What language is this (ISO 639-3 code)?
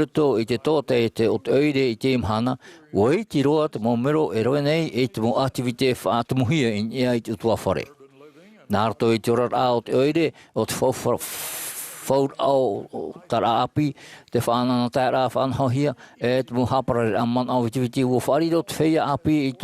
tah